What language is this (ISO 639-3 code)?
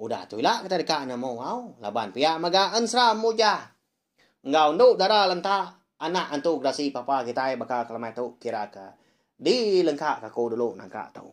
iba